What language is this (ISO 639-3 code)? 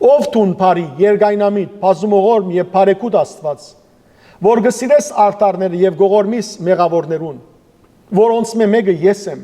hyw